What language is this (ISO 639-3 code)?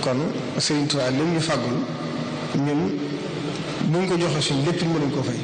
wol